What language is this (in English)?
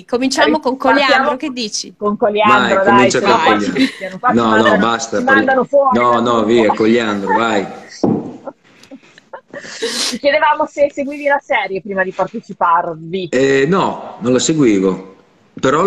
Italian